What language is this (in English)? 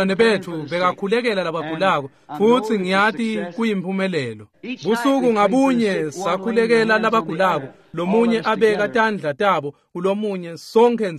Swati